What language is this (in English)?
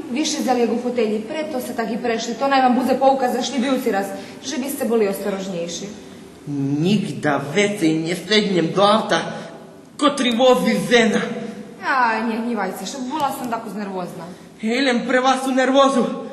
Rusyn